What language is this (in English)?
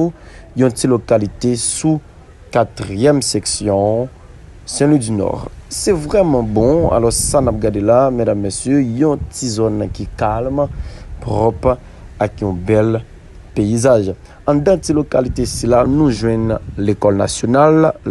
Haitian Creole